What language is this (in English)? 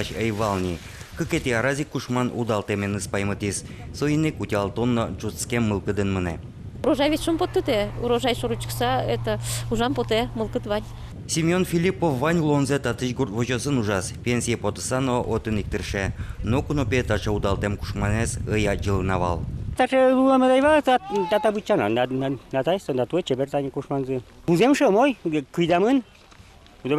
Udmurt